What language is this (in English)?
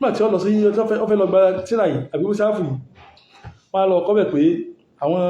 Yoruba